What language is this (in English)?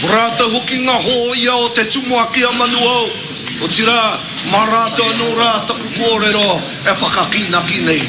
Māori